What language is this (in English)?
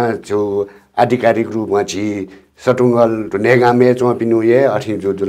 Newari